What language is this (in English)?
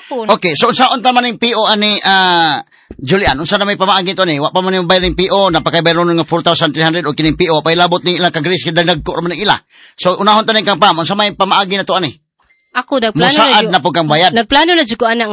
Cebuano